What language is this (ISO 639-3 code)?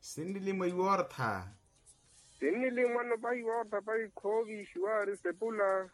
vmw